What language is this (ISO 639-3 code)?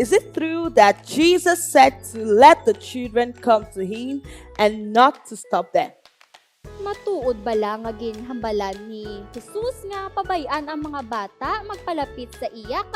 hil